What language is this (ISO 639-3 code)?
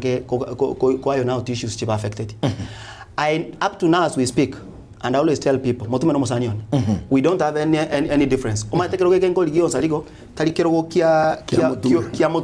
guz